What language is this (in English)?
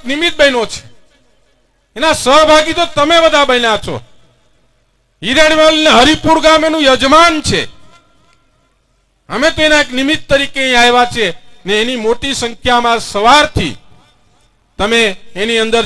Gujarati